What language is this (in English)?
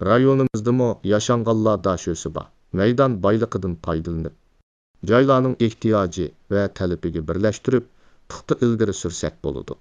Uyghur